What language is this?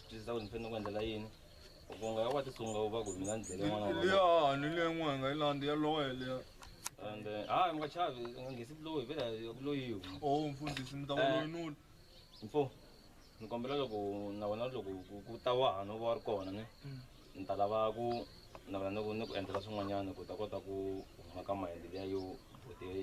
Tsonga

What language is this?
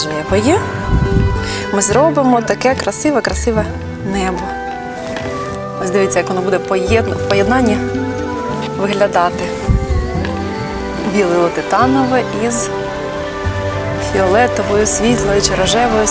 Ukrainian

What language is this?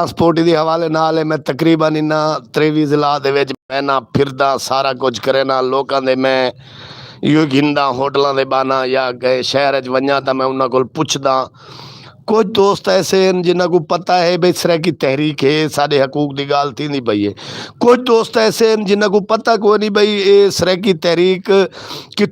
Saraiki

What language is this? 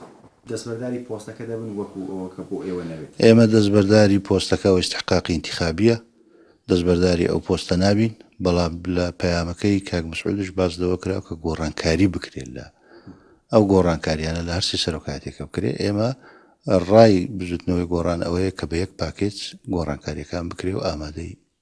Central Kurdish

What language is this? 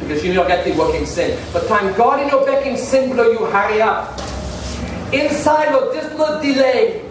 Tok Pisin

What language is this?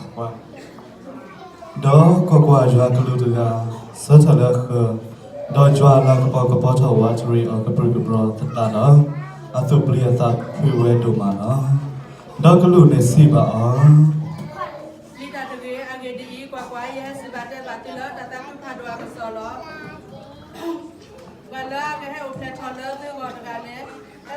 S'gaw Karen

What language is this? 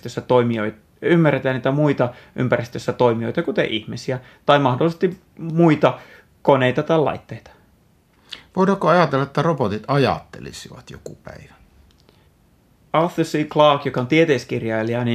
Finnish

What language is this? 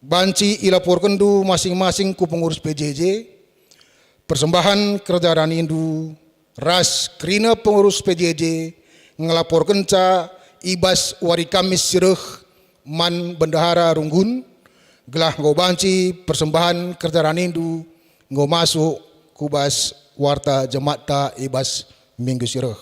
Batak Karo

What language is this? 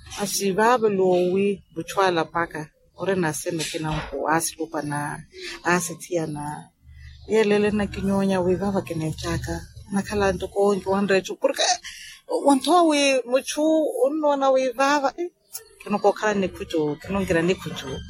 Makhuwa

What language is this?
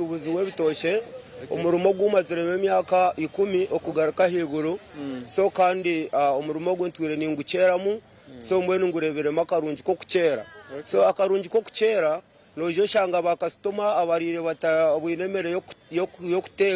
Nyankole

